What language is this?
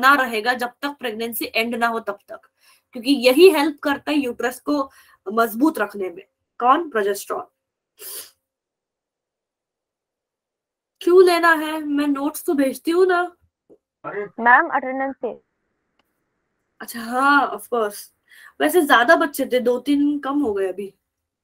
Hindi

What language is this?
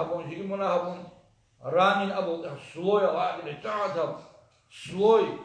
Avaric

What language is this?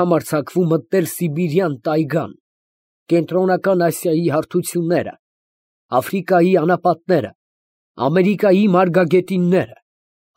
Armenian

